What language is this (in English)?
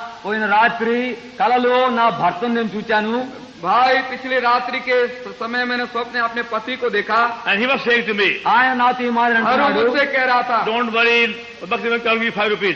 Telugu